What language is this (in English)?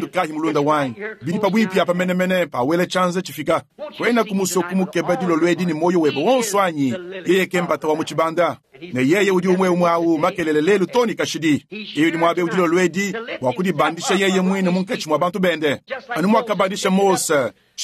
Luba-Lulua